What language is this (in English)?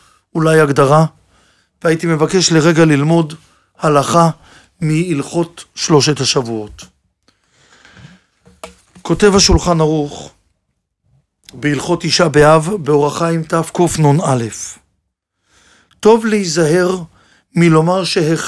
Hebrew